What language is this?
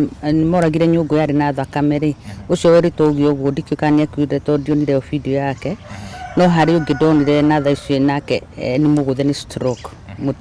Kikuyu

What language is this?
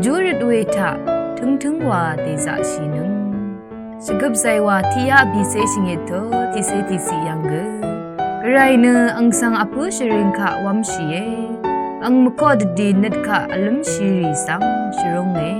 Rawang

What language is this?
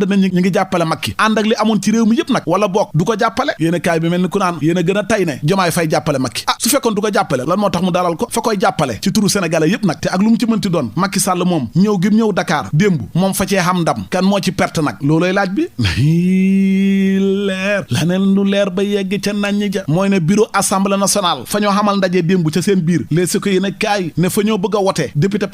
Wolof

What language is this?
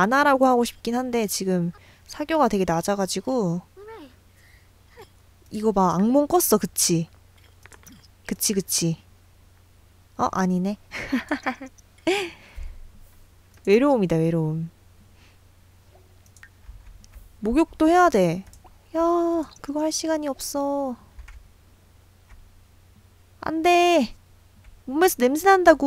Korean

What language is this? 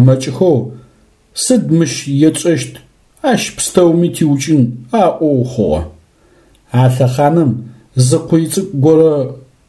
Adyghe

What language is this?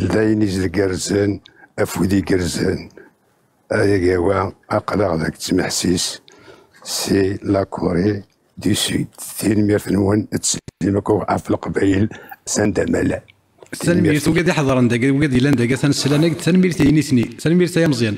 Kabyle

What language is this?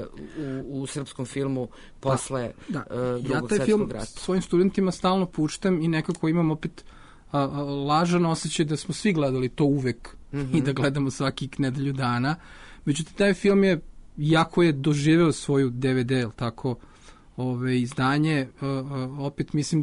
Serbian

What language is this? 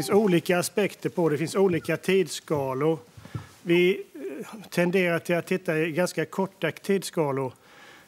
Swedish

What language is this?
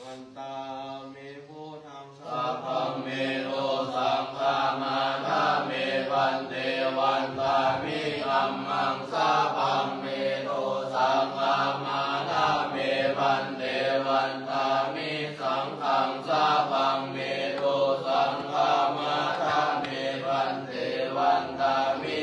Pali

